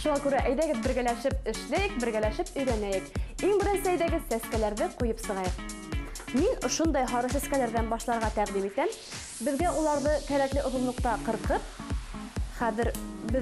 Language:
Bashkir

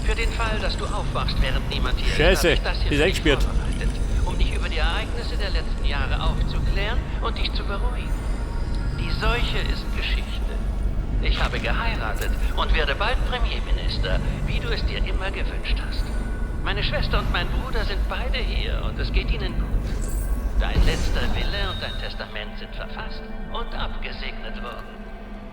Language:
Bavarian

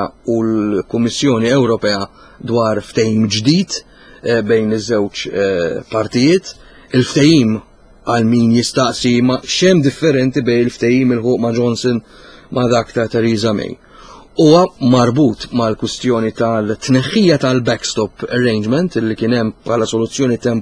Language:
Maltese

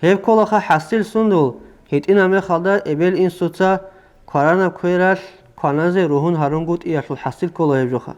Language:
Avaric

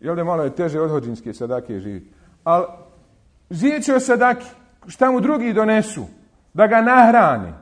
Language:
Bosnian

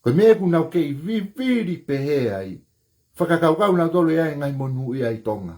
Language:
Tongan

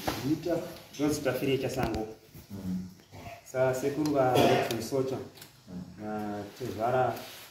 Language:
Shona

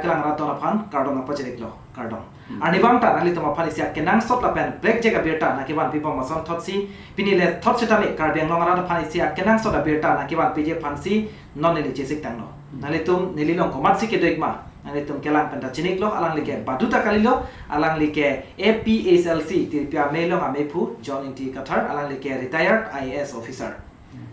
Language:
Karbi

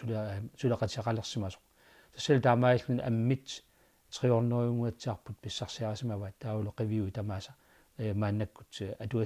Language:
Kalaallisut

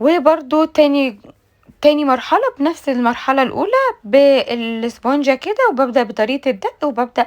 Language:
Egyptian Arabic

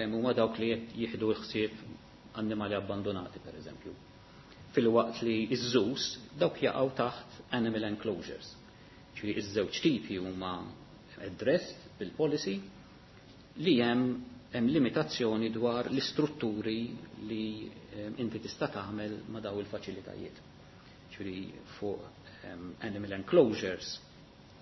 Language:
Maltese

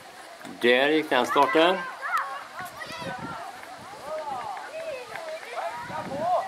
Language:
Swedish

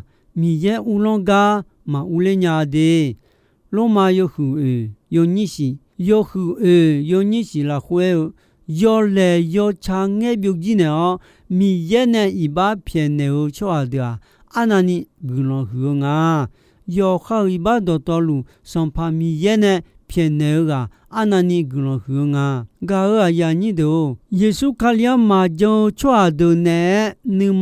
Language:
Akha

